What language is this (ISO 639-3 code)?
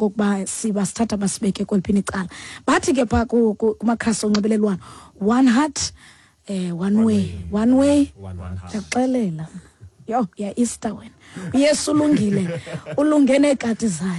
xho